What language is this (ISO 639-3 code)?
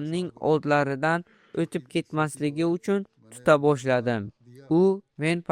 uzb